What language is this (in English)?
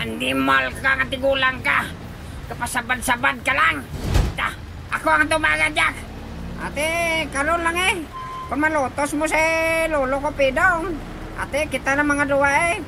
Hiligaynon